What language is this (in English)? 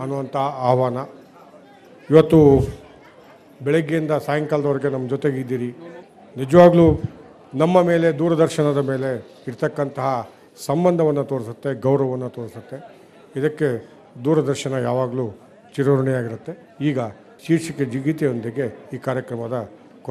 Kannada